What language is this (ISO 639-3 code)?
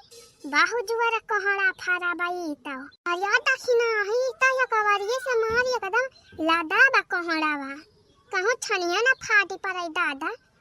awa